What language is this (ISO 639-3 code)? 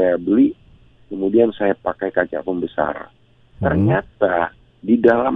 ind